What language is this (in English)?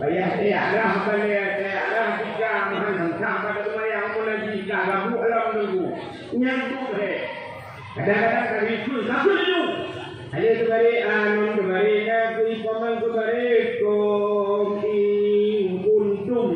Achinese